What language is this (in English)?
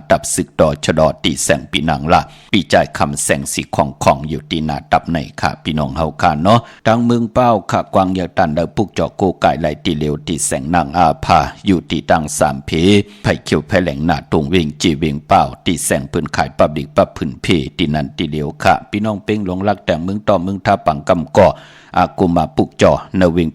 Shan